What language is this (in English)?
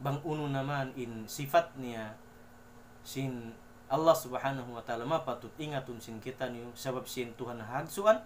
Tausug